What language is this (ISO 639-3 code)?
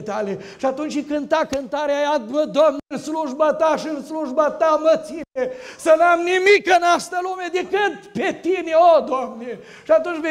ron